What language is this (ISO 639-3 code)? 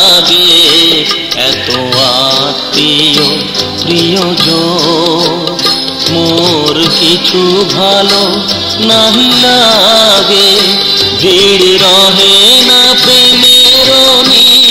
ben